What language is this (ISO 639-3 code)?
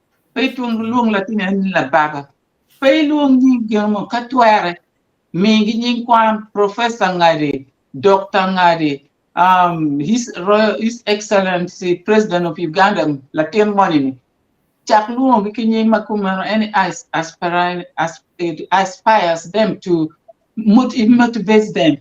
ach